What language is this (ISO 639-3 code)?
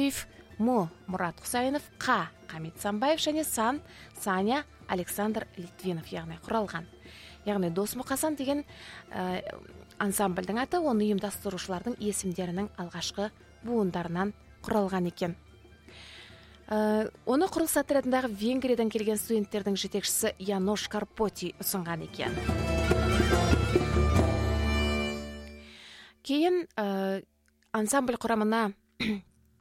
kaz